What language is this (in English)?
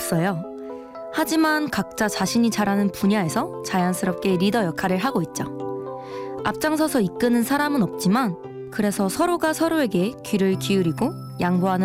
Korean